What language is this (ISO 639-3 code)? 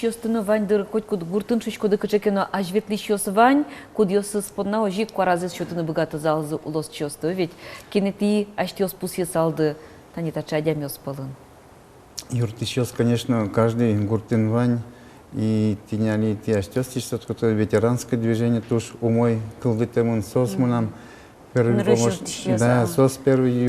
udm